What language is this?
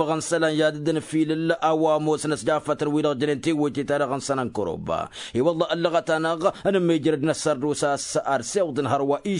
Tamasheq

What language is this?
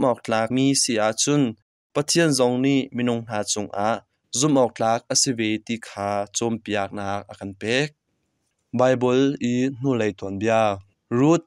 Hakha Chin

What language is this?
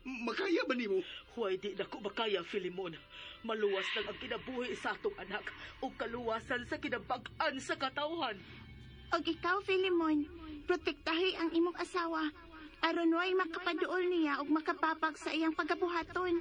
Cebuano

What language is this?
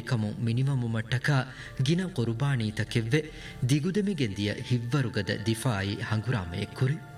Divehi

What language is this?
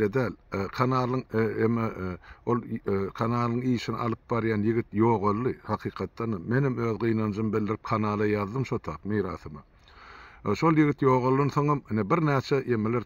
Turkmen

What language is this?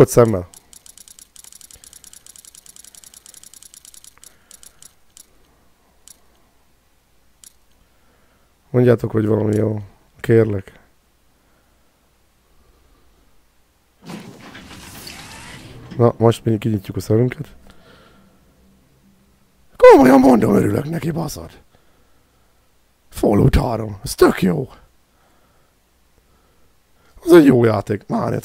Hungarian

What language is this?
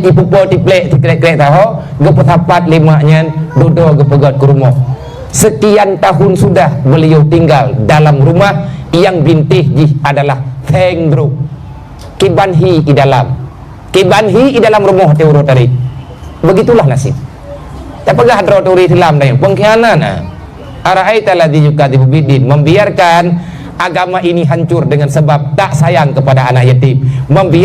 Achinese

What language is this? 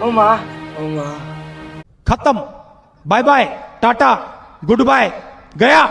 Kok Borok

